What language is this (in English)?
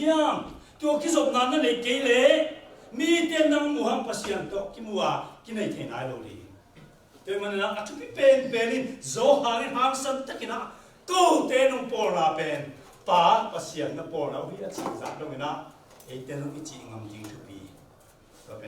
Tedim Chin